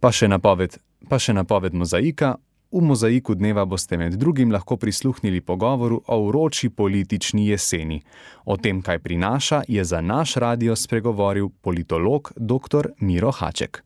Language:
Slovenian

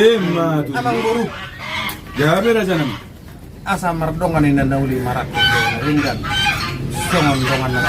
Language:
Batak Toba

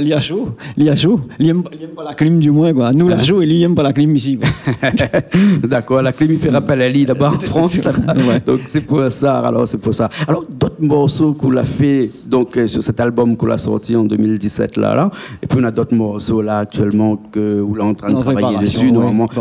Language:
Réunion Creole French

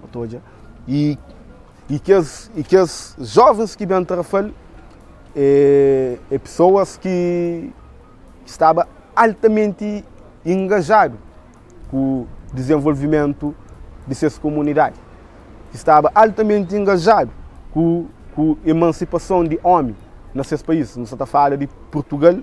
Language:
Kabuverdianu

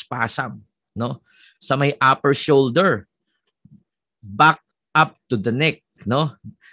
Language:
Filipino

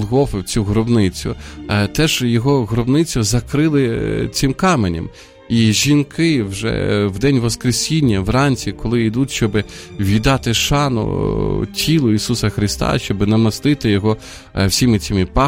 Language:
Ukrainian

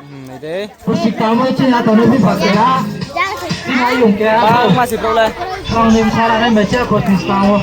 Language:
Riang (India)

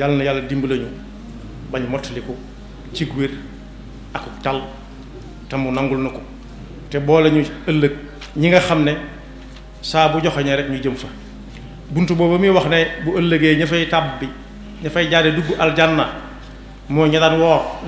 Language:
Wolof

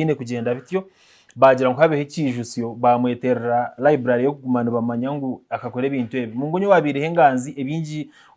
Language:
Nyankole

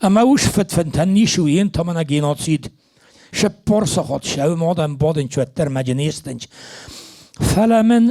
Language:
Ossetic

